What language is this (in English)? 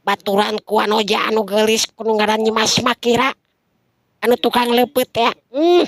Sundanese